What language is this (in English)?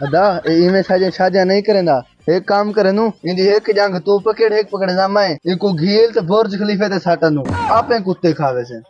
Saraiki